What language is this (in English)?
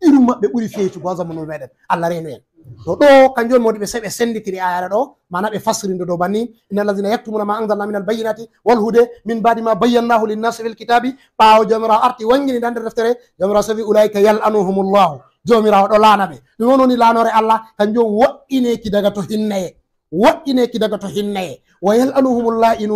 Fula